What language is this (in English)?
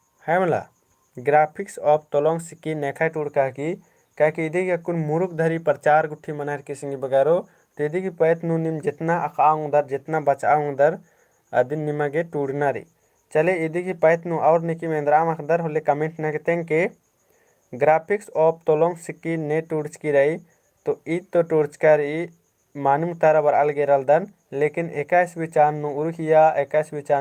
Kurukh